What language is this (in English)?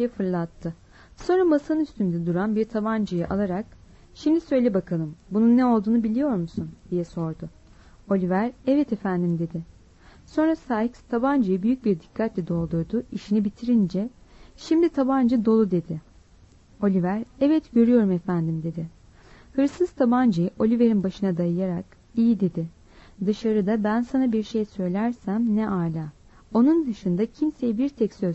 Turkish